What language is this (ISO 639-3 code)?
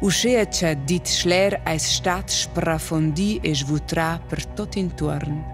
roh